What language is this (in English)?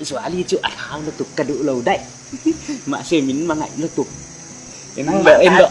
Tedim Chin